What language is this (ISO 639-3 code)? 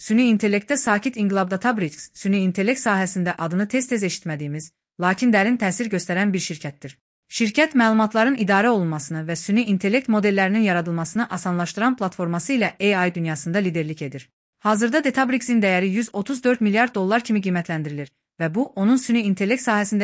aze